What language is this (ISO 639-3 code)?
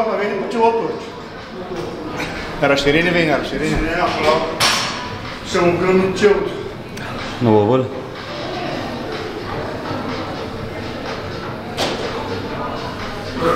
bul